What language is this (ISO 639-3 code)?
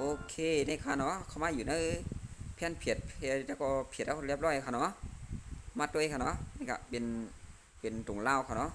shn